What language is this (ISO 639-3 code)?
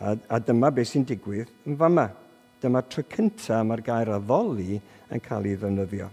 cym